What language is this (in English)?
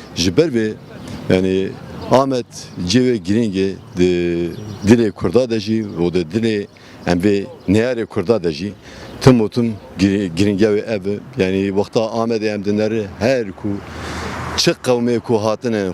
Kurdish